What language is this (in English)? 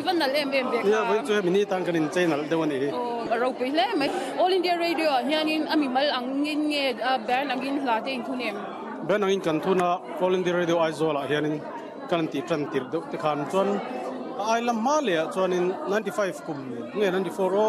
Mizo